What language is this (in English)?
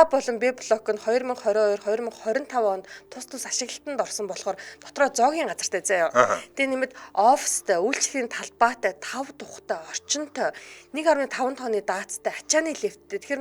Mongolian